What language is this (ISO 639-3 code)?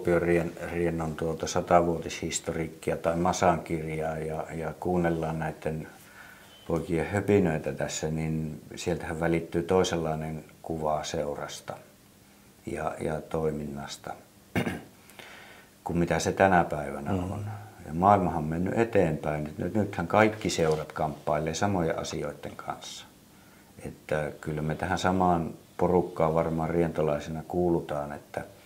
fin